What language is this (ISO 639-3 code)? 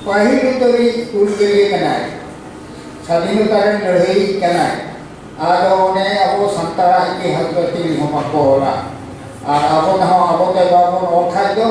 sat